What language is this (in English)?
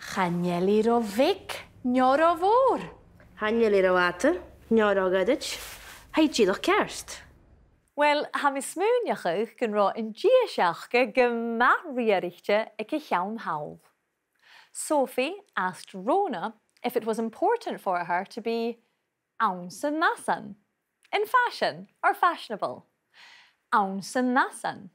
Scottish Gaelic